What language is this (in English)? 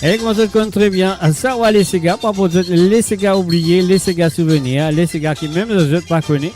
Morisyen